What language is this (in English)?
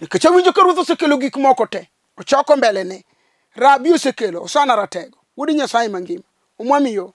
Luo (Kenya and Tanzania)